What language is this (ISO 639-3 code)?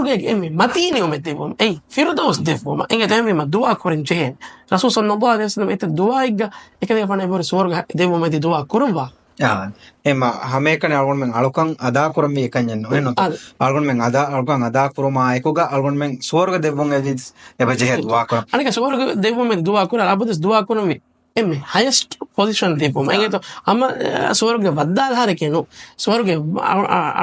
div